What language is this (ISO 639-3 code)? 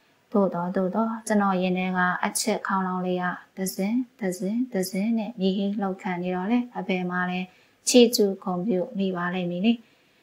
mya